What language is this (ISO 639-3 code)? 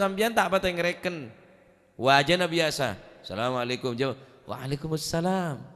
mad